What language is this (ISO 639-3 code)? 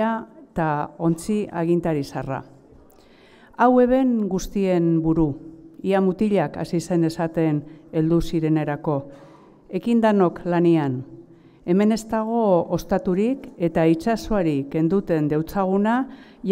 eus